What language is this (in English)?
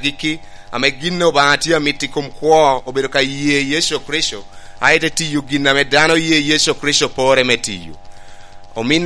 Lango (Uganda)